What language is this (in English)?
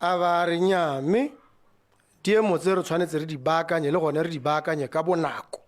Tswana